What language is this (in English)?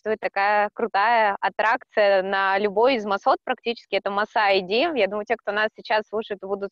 Russian